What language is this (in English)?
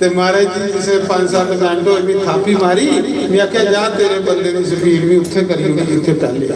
Dogri